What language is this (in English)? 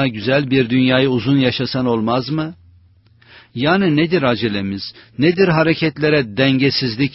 Turkish